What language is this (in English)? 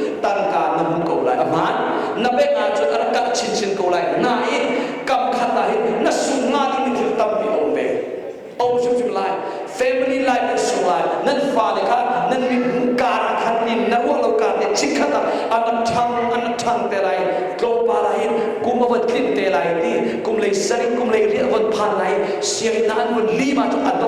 Hakha Chin